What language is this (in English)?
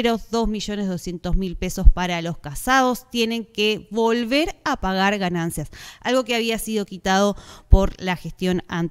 Spanish